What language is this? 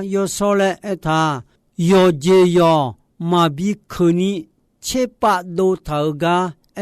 Akha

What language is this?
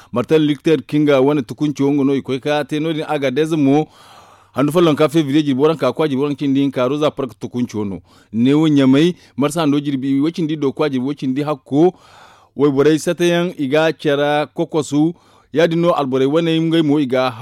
Zarma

